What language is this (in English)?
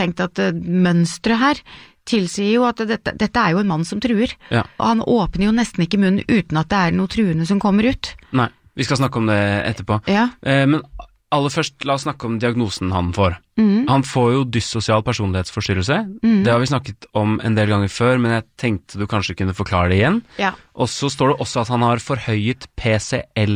Norwegian